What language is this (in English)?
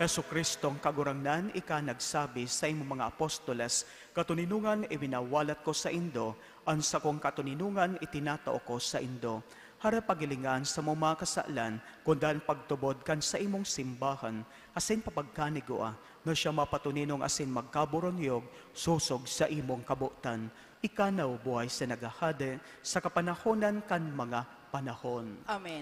Bikol